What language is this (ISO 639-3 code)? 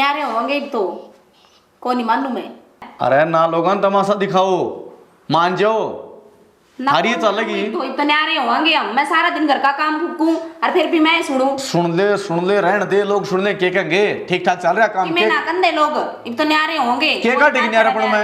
bgc